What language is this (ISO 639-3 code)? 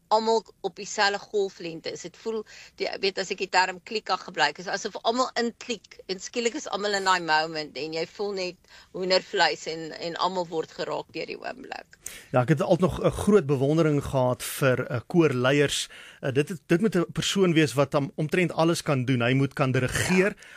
afr